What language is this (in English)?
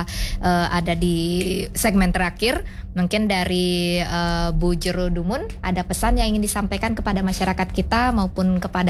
Indonesian